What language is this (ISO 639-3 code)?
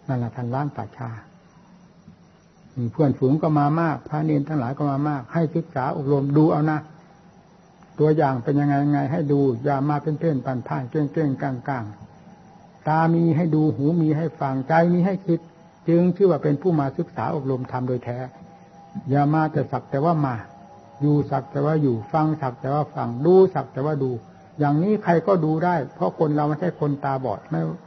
tha